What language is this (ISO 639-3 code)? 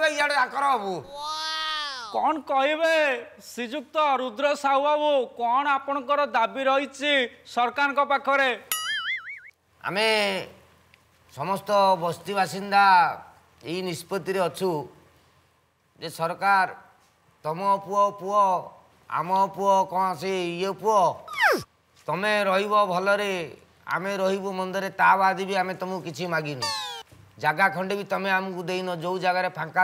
ori